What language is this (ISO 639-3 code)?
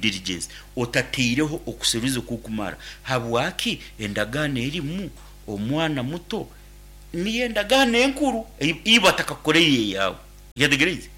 nyn